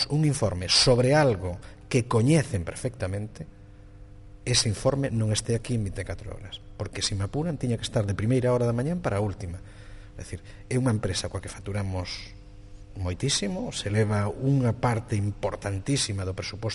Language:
Galician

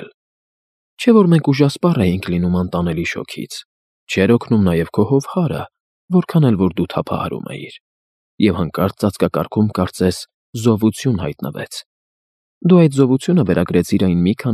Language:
Armenian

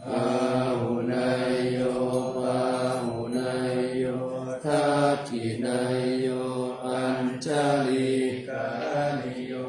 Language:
Pali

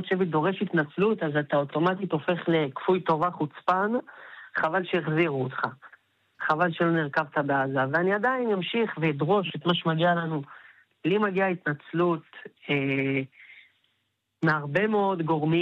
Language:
Hebrew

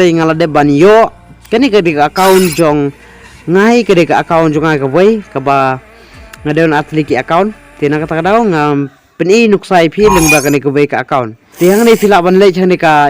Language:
Khasi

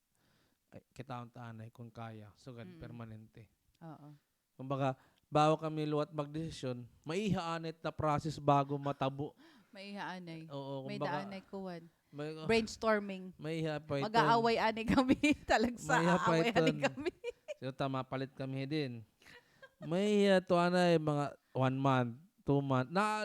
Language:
Waray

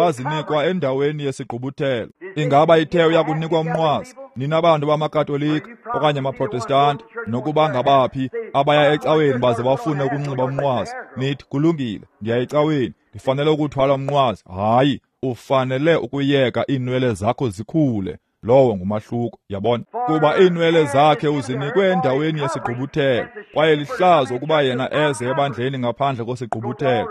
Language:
Xhosa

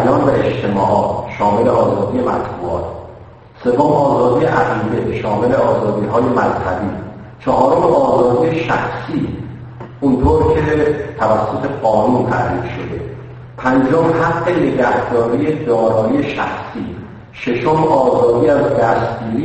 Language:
Persian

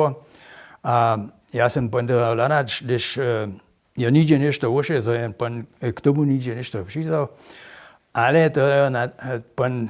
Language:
Upper Sorbian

